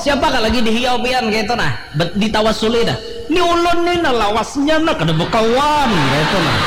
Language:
Banjar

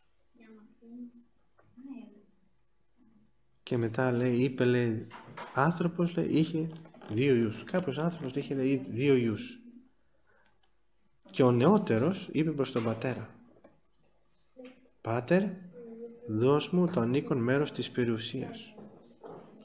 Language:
Greek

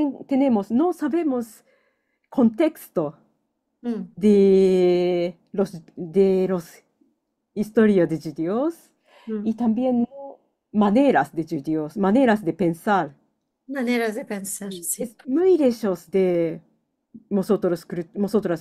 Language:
Ladino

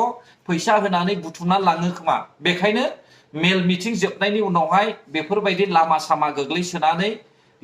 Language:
Bodo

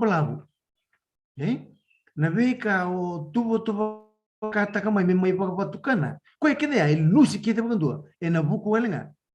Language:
Fijian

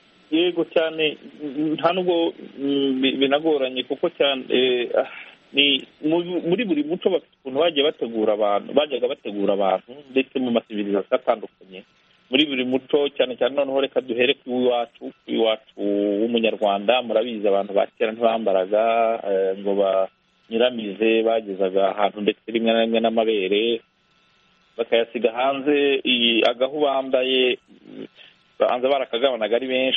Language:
Kinyarwanda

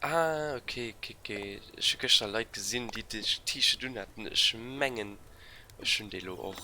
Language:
Luxembourgish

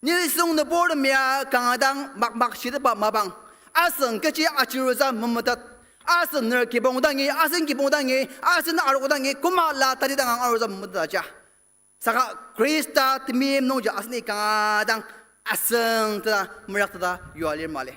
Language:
Ao Naga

